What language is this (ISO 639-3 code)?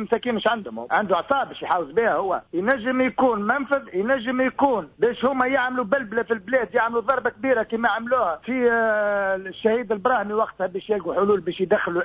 aeb